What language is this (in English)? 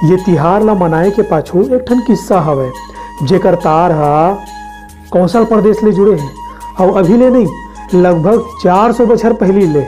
Chhattisgarhi